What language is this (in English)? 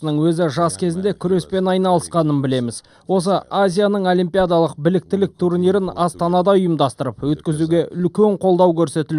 Kazakh